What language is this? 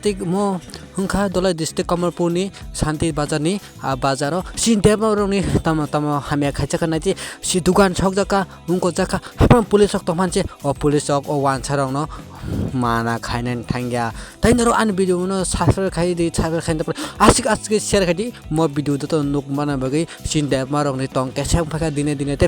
Kok Borok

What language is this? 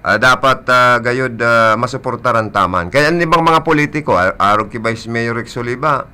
Bikol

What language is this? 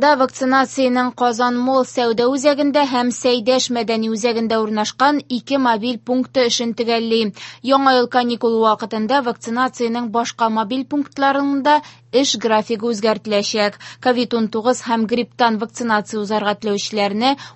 Tatar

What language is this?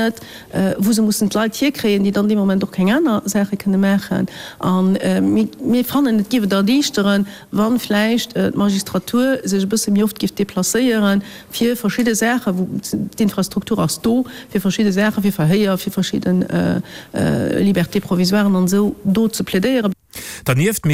Luxembourgish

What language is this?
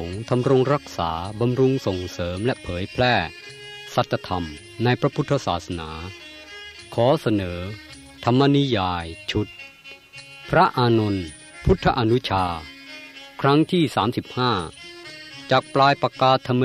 Thai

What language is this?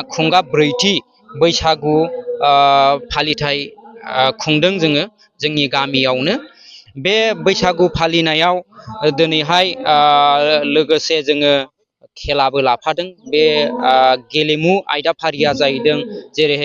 Bodo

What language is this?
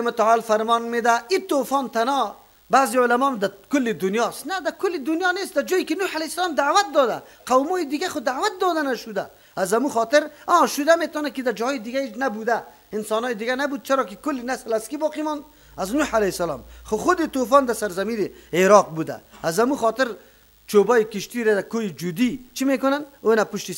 Persian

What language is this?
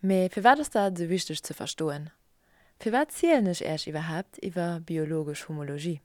Luxembourgish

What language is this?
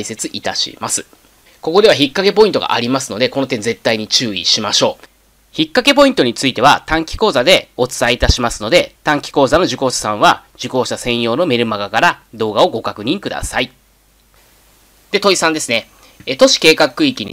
Japanese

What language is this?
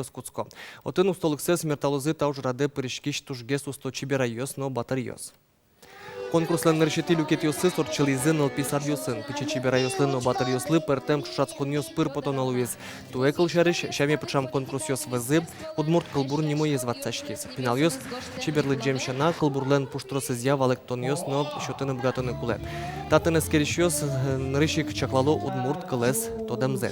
Udmurt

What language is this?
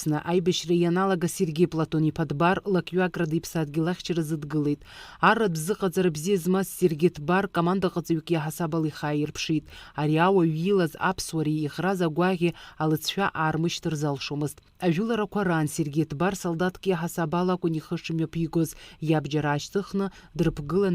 Abkhazian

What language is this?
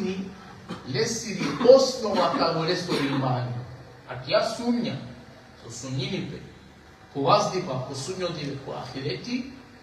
Balkan Romani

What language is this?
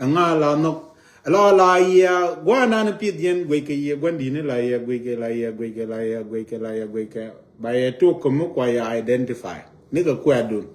Nuer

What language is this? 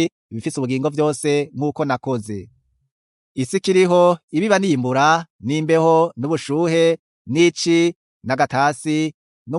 Rundi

